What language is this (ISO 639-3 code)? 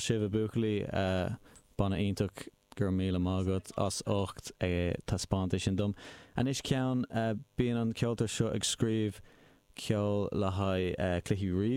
gle